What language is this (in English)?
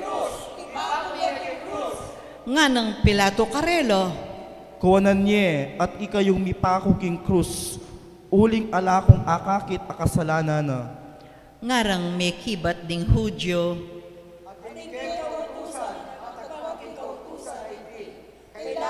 Pampanga